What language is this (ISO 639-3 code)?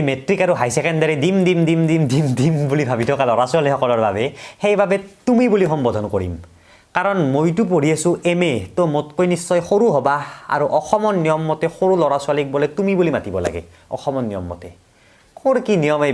asm